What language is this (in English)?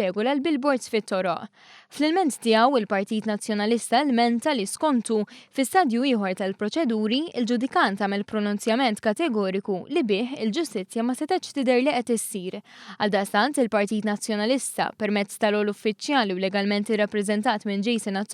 Maltese